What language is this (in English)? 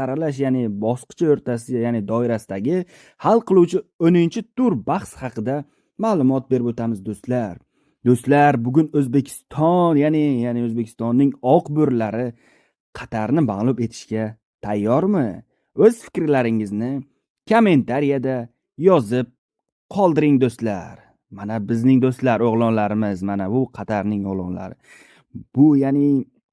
Uzbek